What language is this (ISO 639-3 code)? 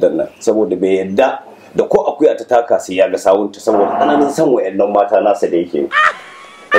hau